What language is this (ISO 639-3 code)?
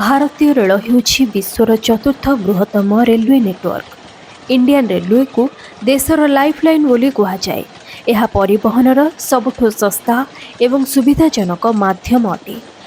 ori